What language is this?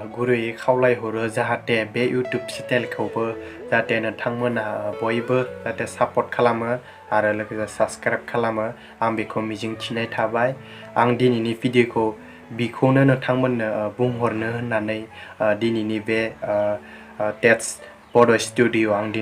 Bodo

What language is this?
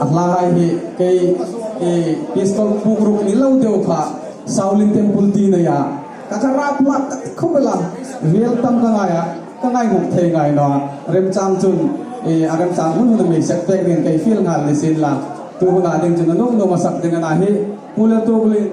Hmar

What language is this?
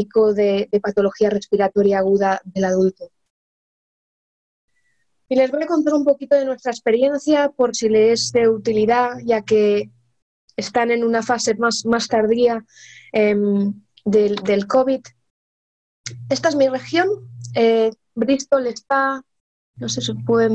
Spanish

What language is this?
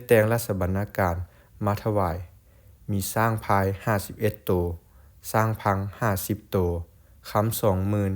Lao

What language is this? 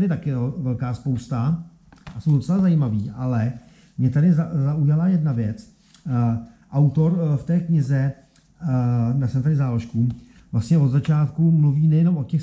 Czech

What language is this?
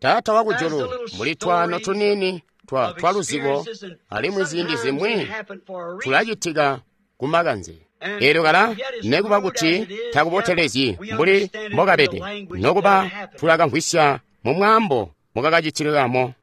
Tonga (Zambia)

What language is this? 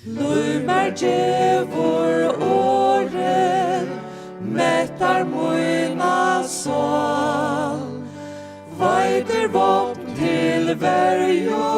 Faroese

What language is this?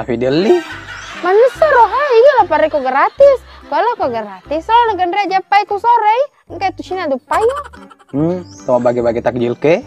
Buginese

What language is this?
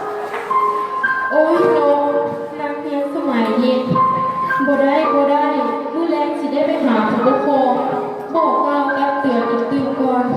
Lao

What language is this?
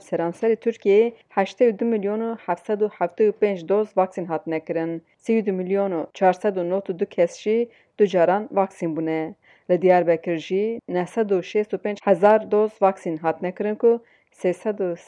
Kurdish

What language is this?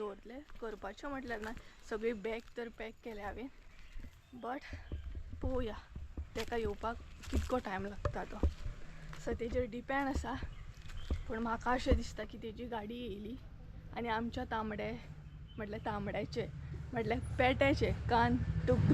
Konkani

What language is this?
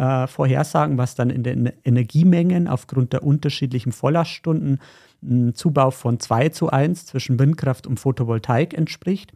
German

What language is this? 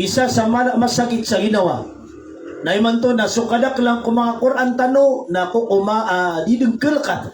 Maranao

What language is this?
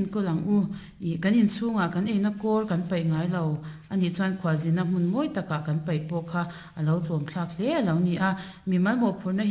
Mizo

